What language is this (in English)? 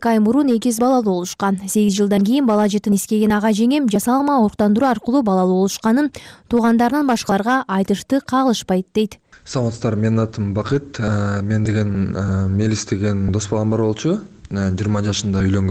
Kyrgyz